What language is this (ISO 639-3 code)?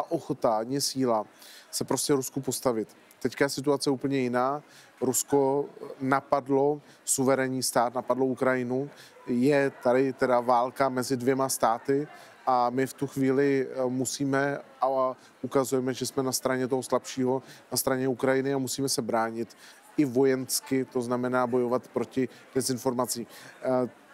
ces